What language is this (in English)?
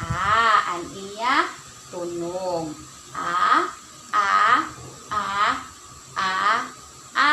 Waray